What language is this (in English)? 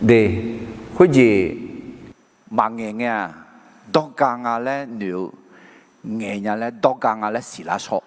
Akha